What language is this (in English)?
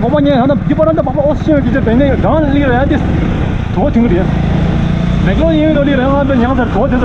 Tibetan